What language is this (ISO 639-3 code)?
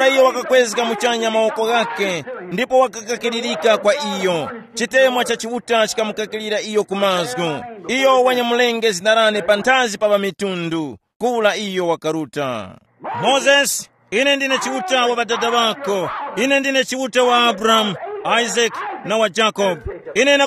tum